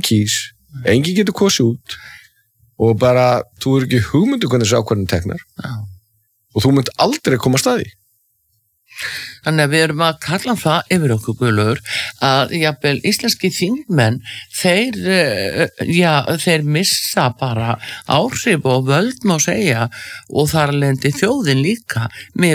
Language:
Icelandic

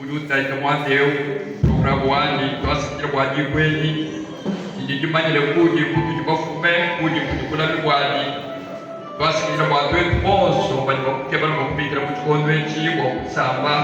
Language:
Luba-Lulua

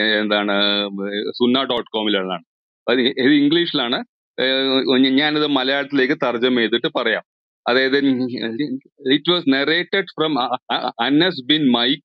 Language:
Malayalam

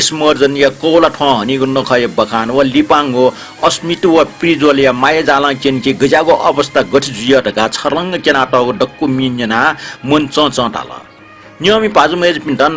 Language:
Newari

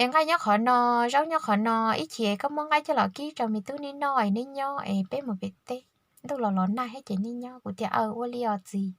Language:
Hmong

